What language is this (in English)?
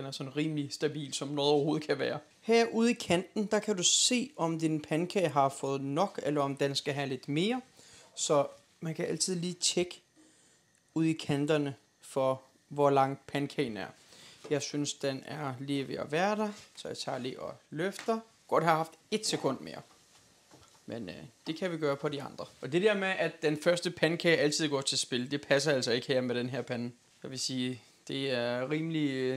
Danish